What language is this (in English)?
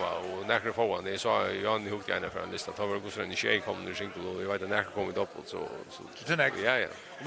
Faroese